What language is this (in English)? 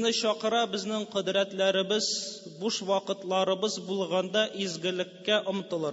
Tatar